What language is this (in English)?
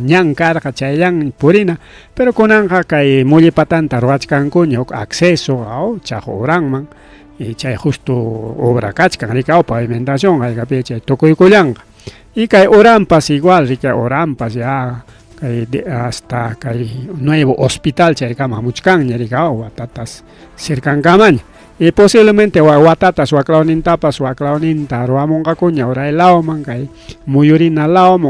Ayacucho Quechua